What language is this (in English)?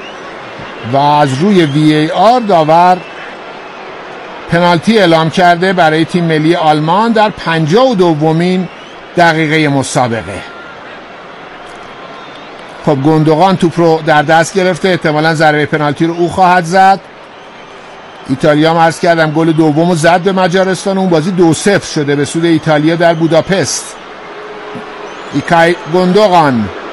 Persian